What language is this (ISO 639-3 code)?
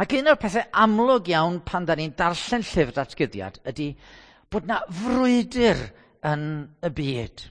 cym